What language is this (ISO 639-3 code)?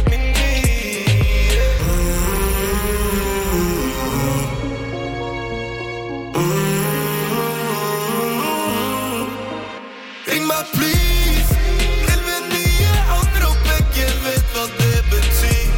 nor